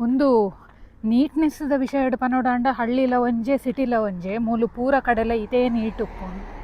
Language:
Tulu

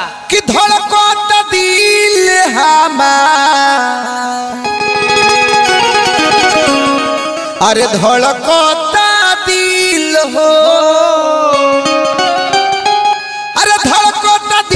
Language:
Bhojpuri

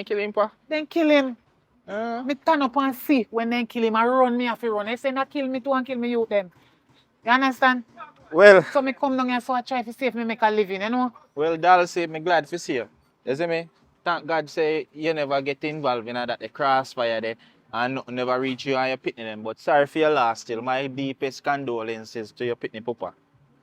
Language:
Jamaican Creole English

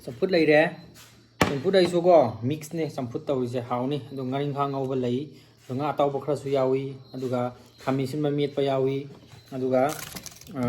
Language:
Manipuri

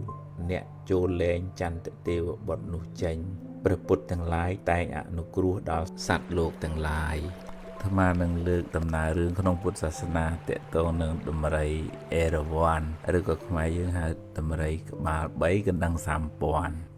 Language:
Khmer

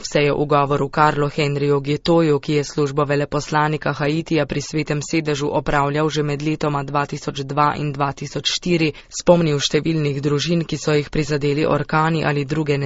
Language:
Slovenian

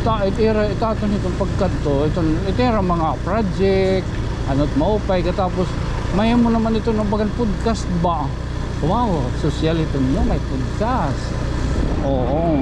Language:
Waray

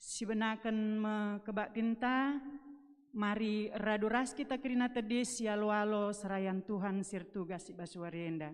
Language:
Batak Karo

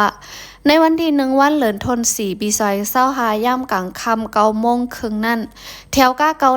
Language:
Shan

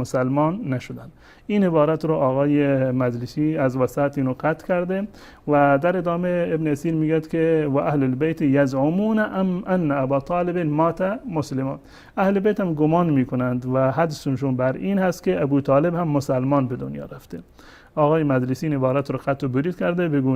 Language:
Persian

